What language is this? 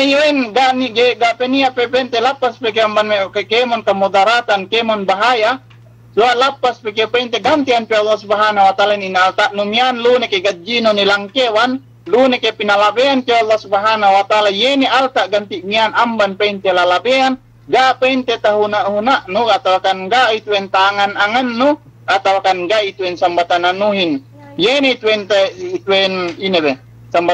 Yakan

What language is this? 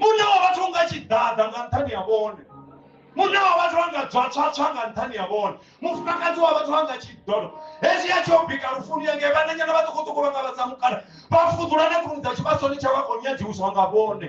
Venda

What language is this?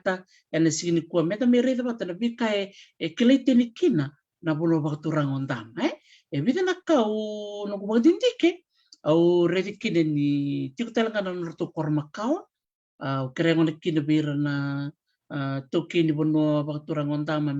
Fijian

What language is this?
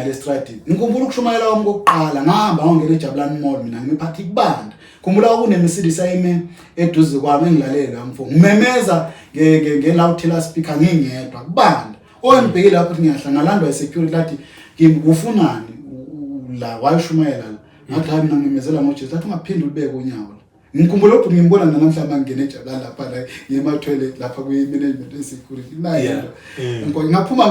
Zulu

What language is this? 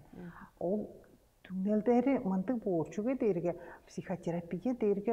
Tuvinian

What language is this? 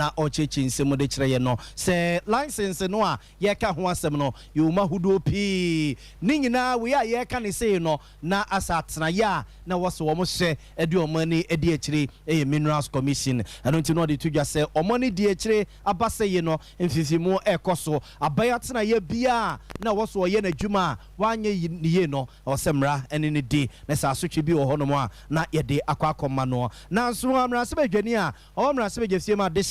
Akan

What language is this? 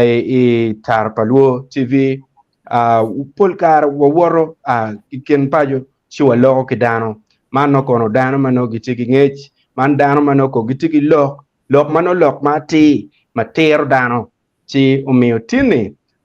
Acoli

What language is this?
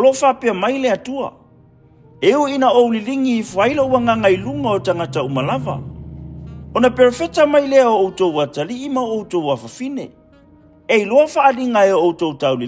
Samoan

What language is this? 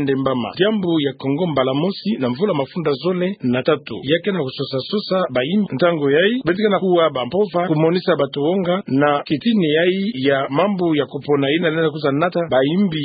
Kituba (Democratic Republic of Congo)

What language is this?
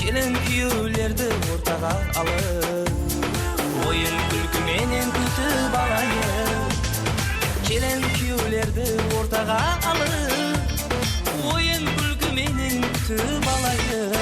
Kara-Kalpak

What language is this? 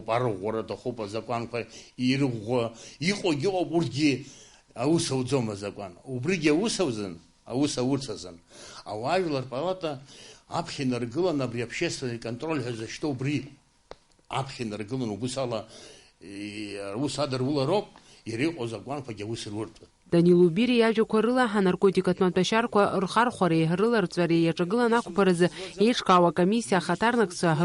Abkhazian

